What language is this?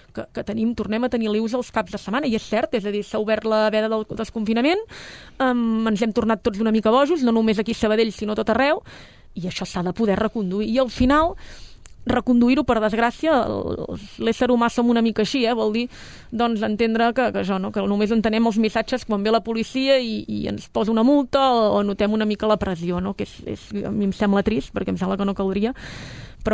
Catalan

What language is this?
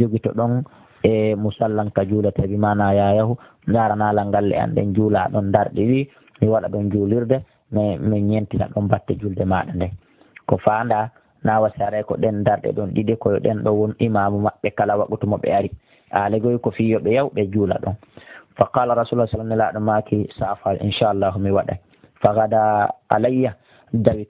Pular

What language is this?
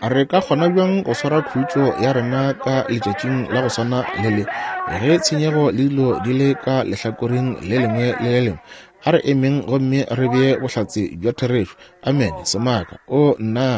Northern Sotho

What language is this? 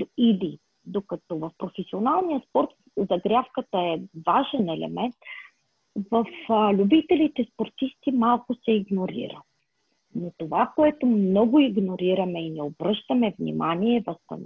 Bulgarian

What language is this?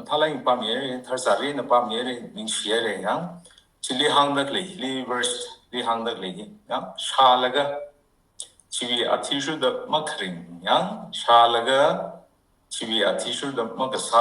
Tangkhul Naga (India)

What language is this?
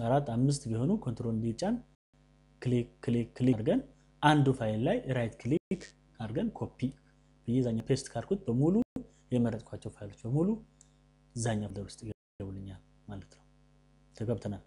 Amharic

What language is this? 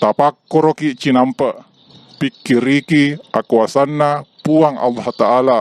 Buginese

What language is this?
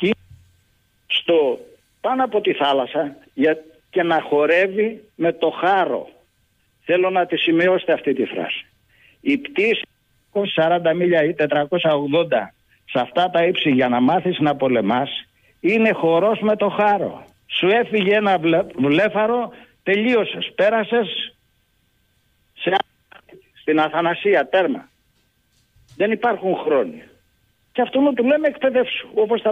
Greek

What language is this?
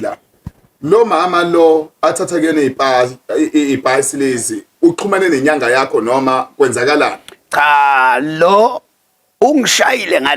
Zulu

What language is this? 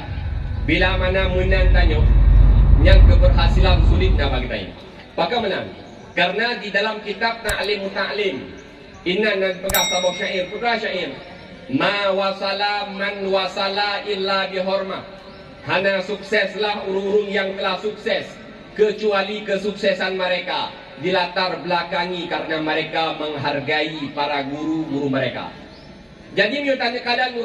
Achinese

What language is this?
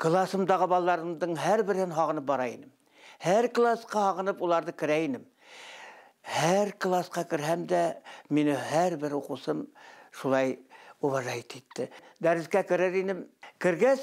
Bashkir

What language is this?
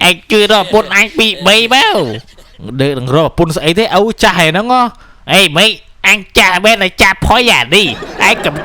Khmer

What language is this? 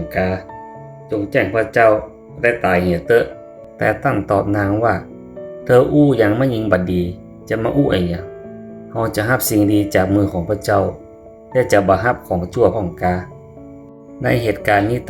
Northern Thai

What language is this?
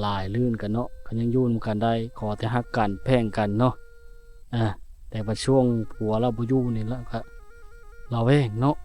Lao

